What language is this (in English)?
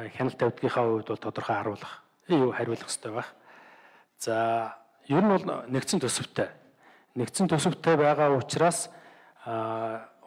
Mongolian